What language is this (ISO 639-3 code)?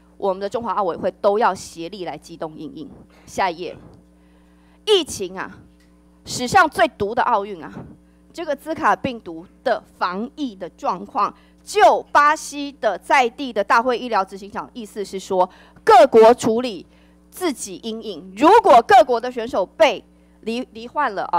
zho